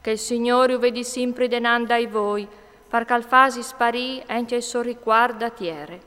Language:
Friulian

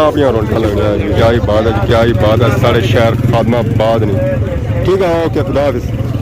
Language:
Pahari-Potwari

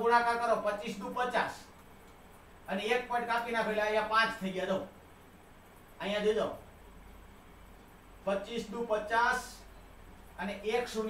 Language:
Gujarati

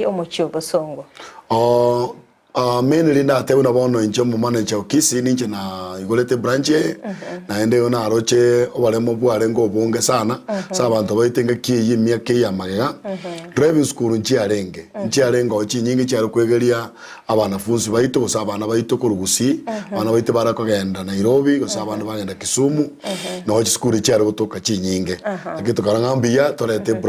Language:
Gusii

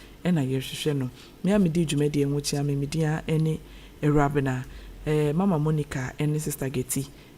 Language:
Akan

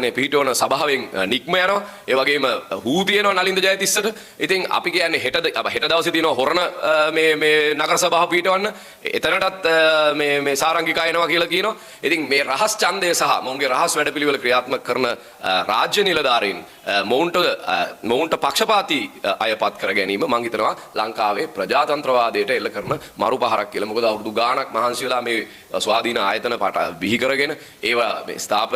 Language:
Sinhala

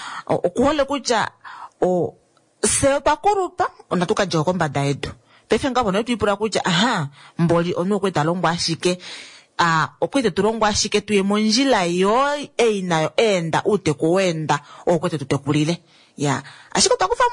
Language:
Kuanyama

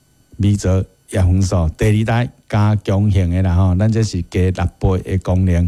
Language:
Min Nan Chinese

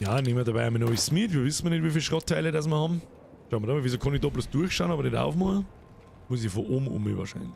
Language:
Bavarian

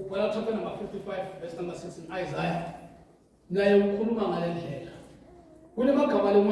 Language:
Zulu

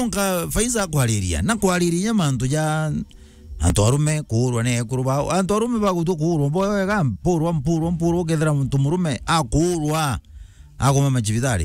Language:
Meru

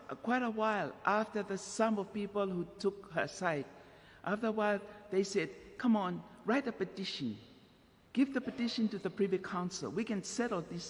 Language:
Tongan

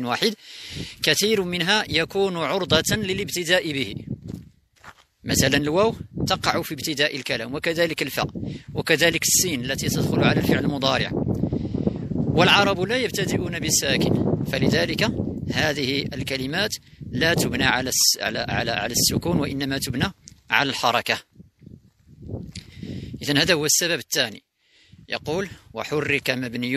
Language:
Arabic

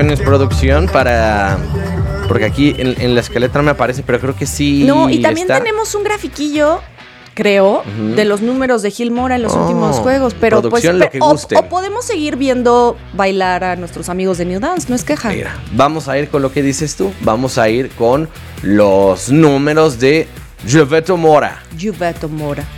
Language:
Spanish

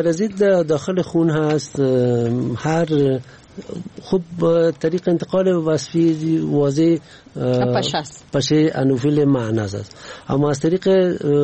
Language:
Persian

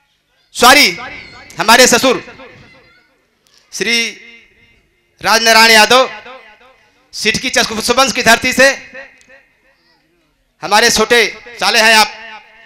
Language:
Bhojpuri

